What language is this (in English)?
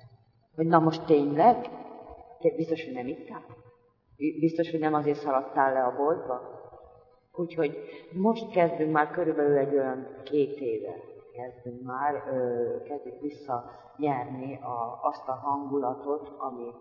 Hungarian